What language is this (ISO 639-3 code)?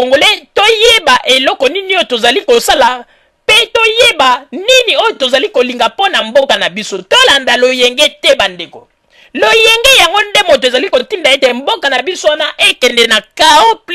lin